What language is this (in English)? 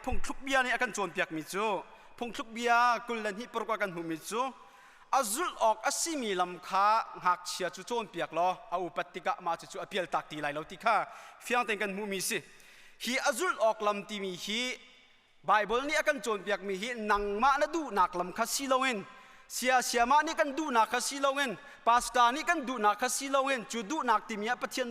Hakha Chin